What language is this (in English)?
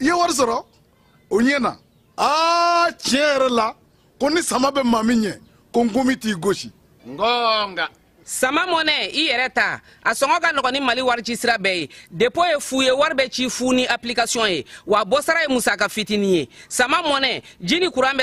Bambara